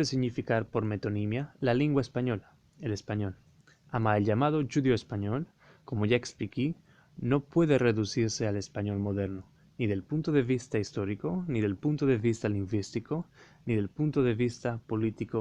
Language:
Ladino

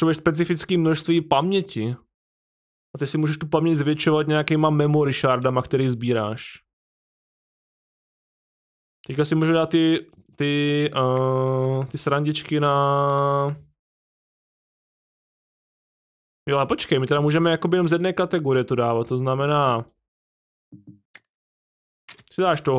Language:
Czech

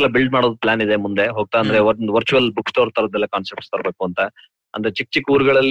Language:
Kannada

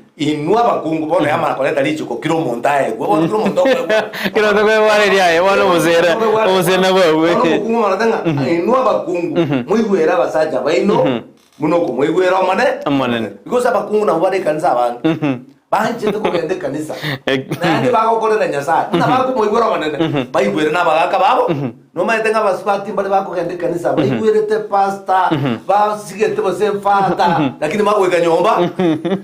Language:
Gusii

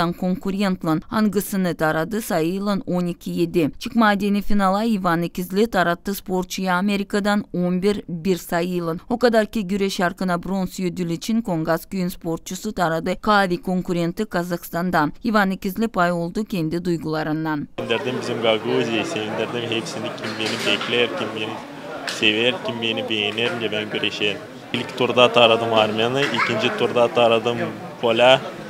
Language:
Gagauz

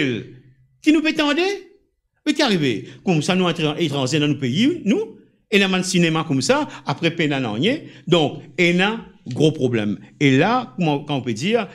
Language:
Morisyen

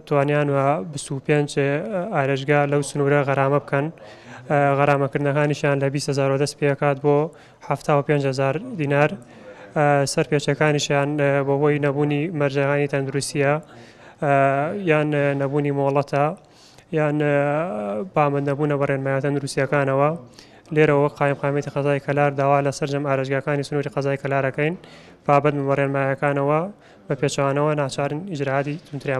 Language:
Central Kurdish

